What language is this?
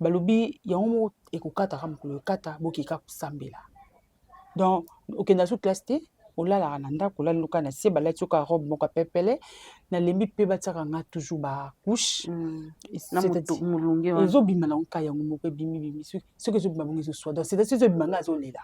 Lingala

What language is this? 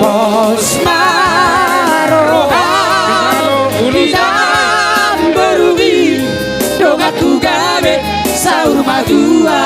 Batak Toba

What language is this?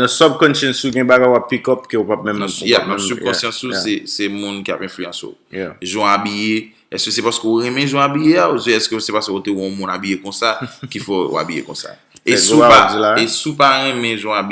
Haitian Creole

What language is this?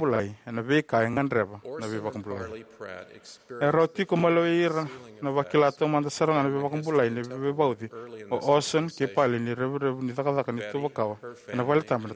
Fijian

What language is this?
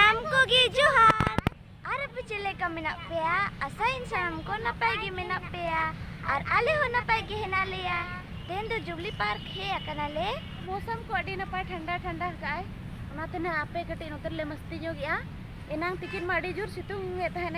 Santali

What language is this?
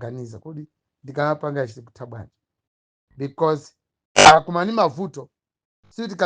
Nyanja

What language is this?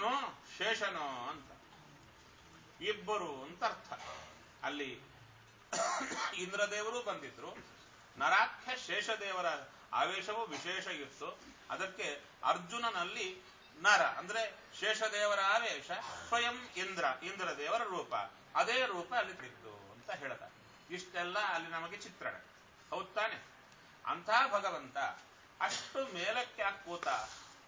Kannada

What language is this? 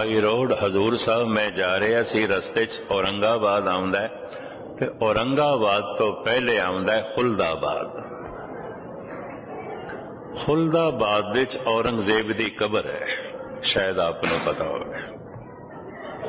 Punjabi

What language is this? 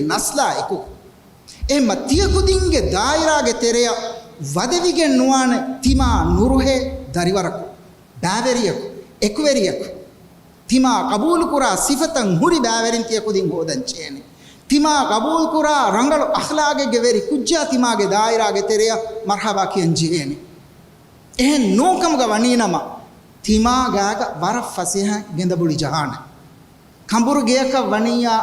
Divehi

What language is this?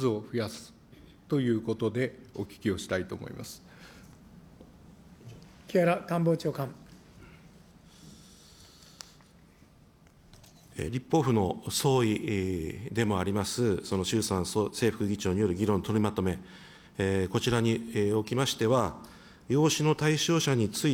Japanese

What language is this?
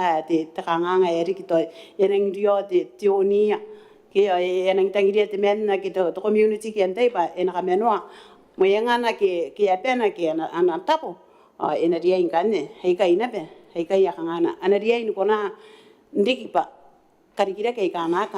Gilbertese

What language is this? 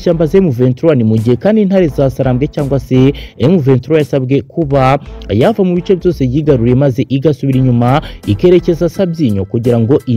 Kinyarwanda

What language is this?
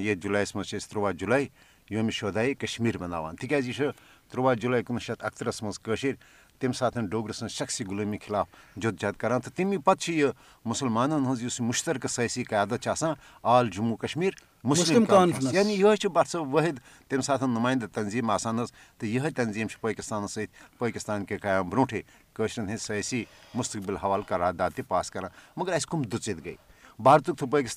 Kashmiri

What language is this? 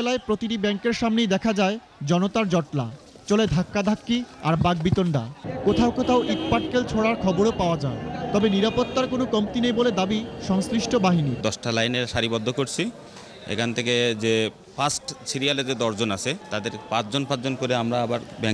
Bangla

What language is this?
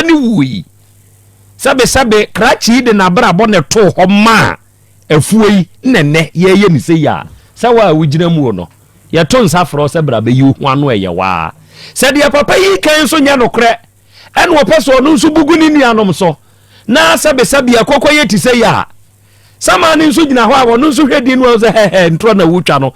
Akan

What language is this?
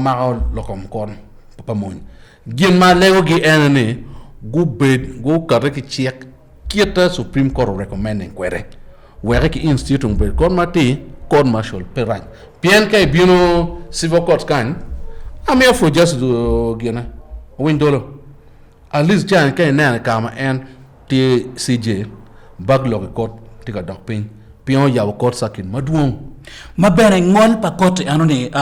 Acoli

